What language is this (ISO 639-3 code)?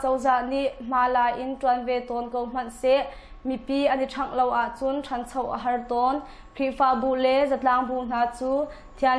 cnh